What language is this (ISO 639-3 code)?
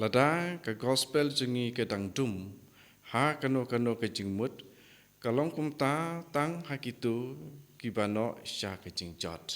kha